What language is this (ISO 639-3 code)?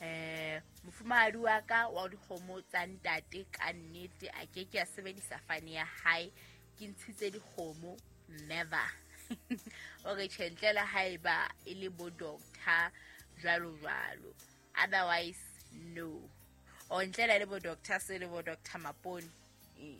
sot